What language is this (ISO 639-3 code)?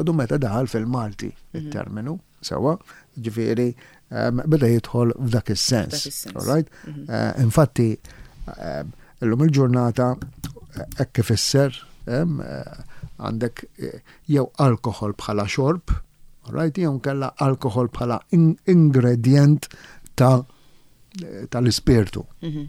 mlt